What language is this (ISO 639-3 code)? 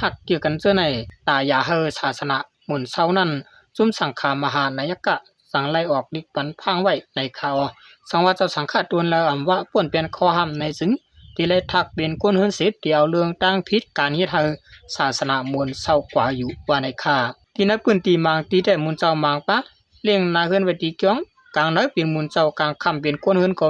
shn